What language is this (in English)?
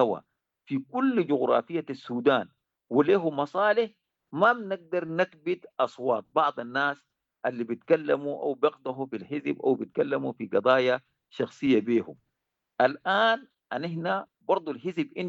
Sudanese Arabic